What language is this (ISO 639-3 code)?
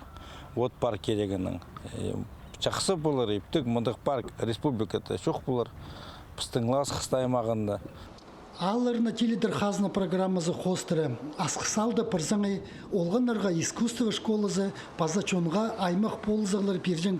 kjh